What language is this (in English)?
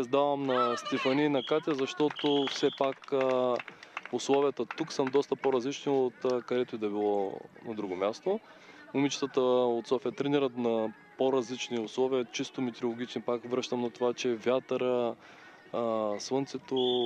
Bulgarian